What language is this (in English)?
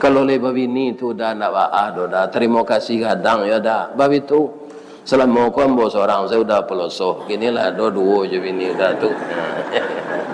Minangkabau